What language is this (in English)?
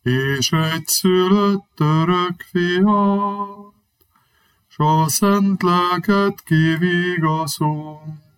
Hungarian